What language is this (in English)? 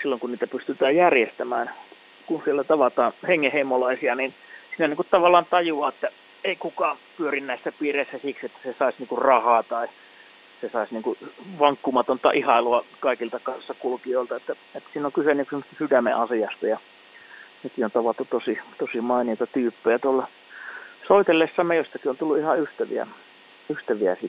Finnish